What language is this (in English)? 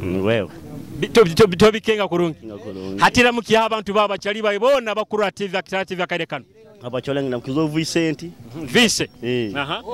Nyoro